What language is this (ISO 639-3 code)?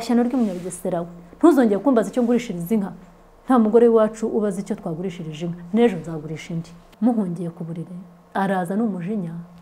kin